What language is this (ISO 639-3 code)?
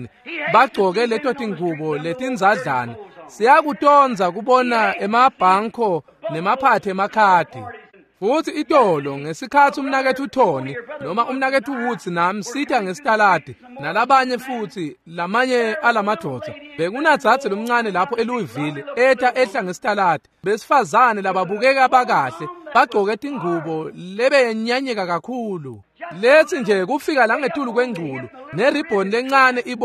ssw